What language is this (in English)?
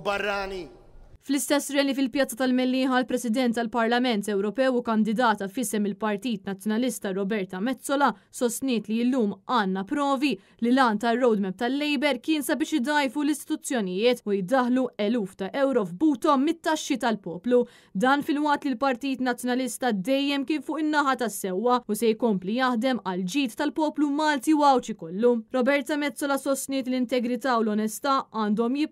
Maltese